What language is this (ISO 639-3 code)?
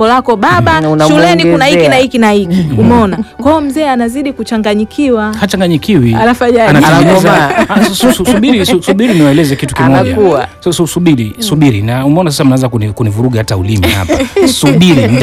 swa